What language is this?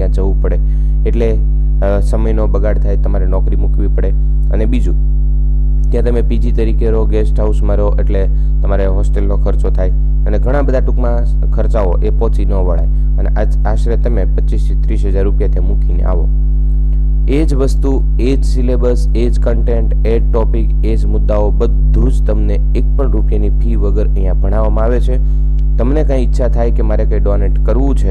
Gujarati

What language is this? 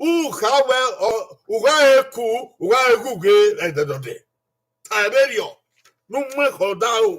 Bini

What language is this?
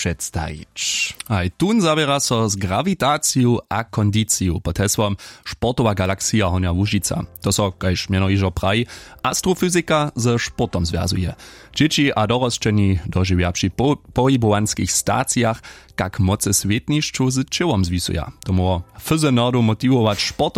Upper Sorbian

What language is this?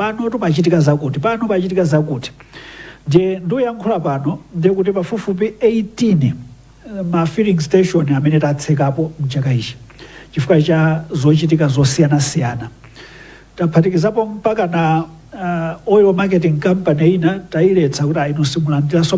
Nyanja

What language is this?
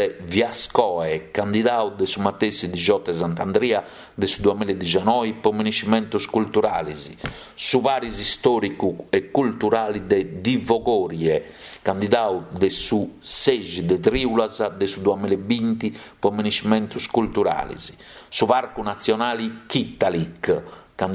Sardinian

